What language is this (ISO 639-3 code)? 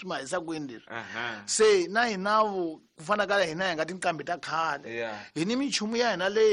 tso